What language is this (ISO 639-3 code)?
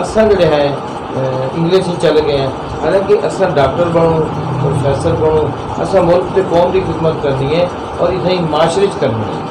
skr